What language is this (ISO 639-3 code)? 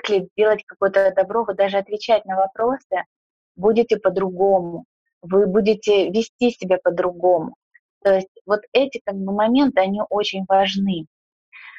rus